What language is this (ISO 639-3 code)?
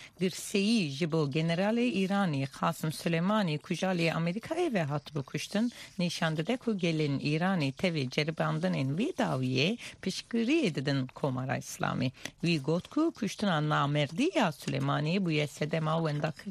kur